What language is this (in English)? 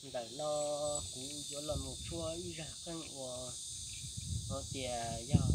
Hmong